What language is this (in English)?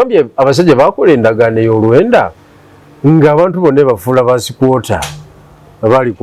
Ganda